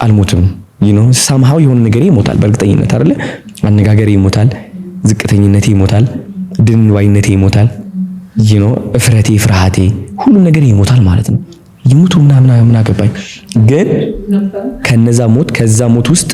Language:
Amharic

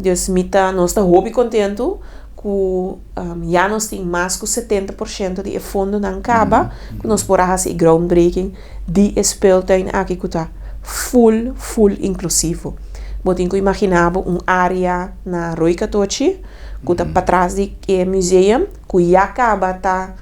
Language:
Papiamento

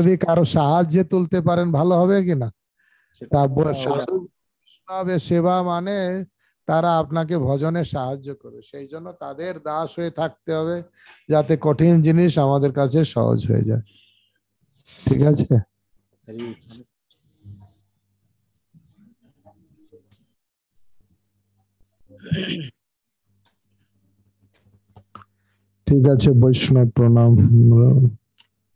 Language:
Bangla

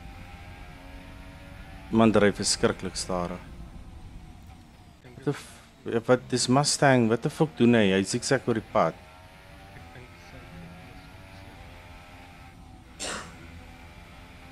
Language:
Afrikaans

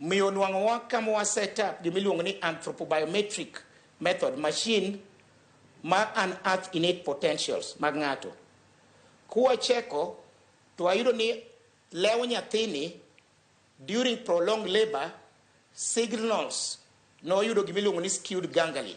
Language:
Luo (Kenya and Tanzania)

